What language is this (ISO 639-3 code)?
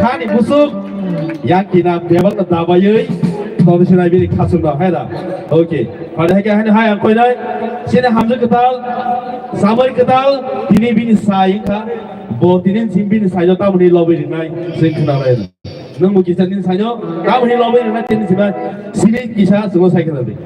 trp